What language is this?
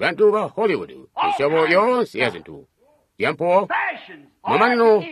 Tonga (Zambia)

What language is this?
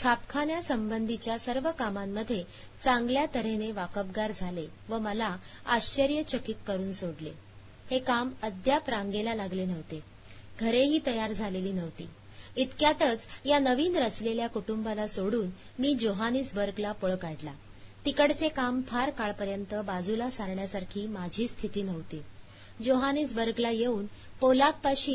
Marathi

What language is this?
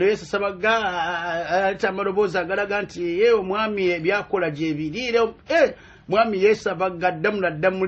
Ganda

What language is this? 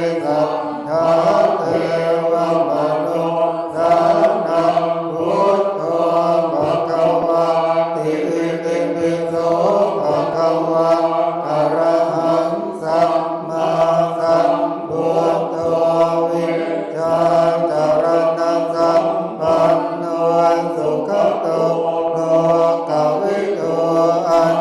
Pali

